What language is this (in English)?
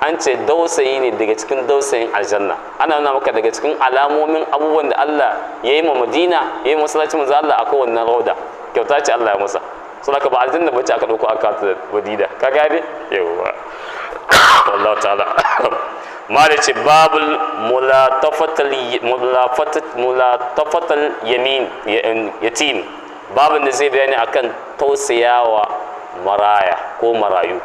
Hausa